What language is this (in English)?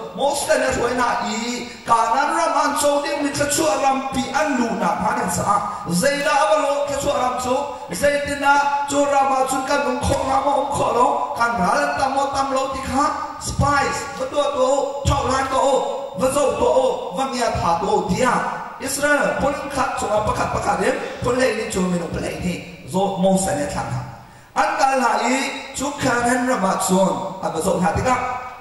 Hakha Chin